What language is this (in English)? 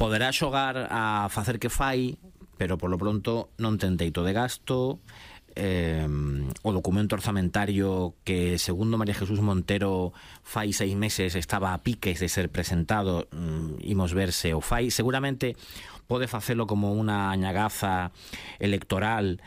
Galician